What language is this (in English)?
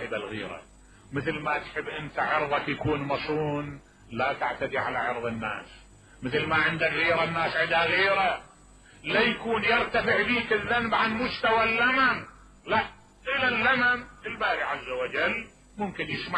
Mesopotamian Arabic